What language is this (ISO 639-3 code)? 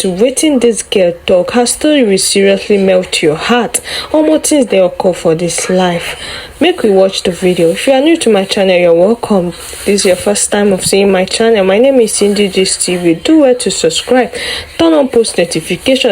pcm